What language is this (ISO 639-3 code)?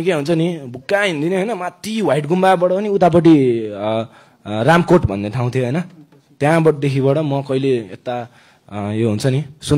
nep